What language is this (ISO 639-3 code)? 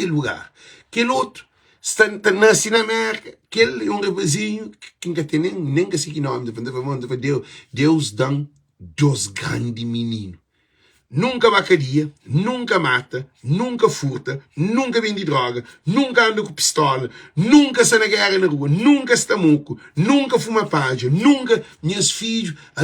kea